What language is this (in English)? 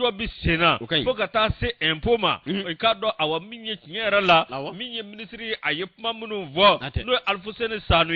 Bambara